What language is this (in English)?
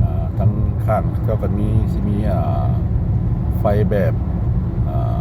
Lao